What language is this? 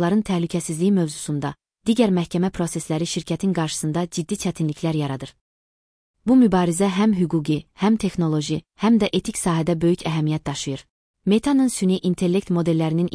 Azerbaijani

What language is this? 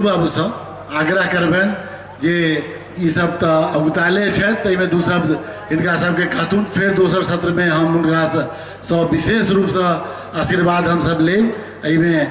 Maithili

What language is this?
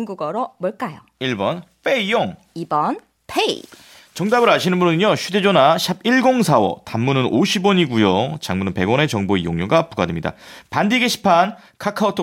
Korean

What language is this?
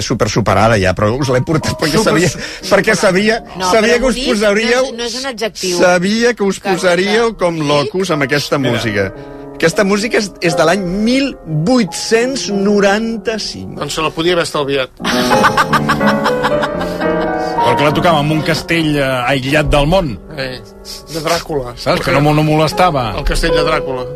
Catalan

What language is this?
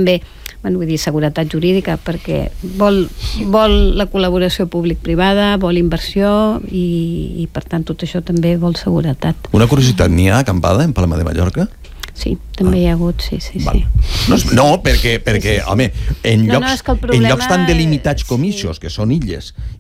Catalan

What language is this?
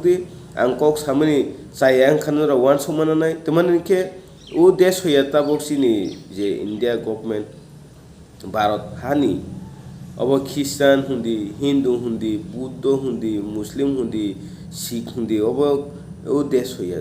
Kok Borok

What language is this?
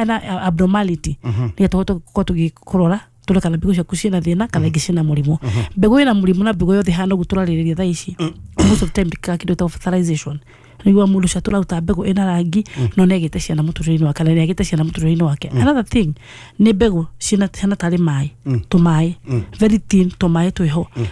Kikuyu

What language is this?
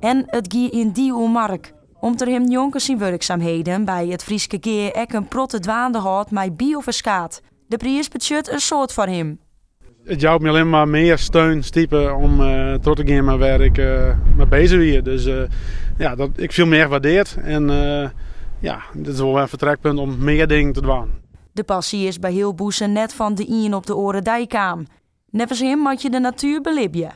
Western Frisian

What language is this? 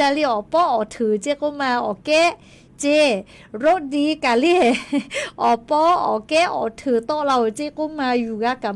Lahu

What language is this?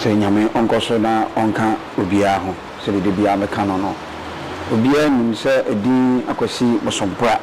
Akan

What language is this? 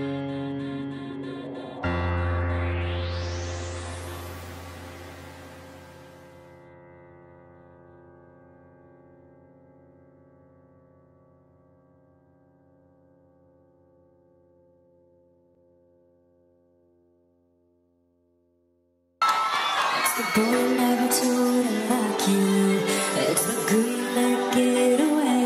English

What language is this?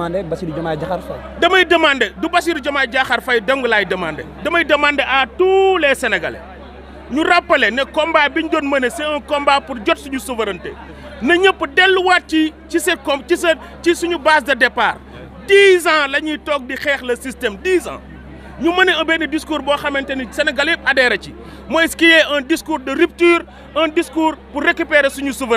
Wolof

